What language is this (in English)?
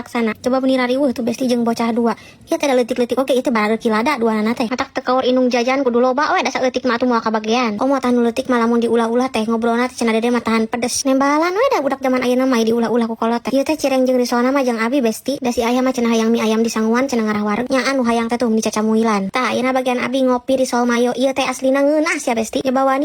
Sundanese